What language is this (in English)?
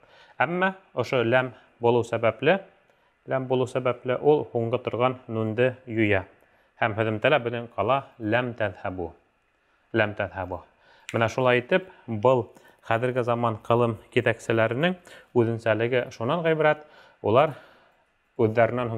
Bashkir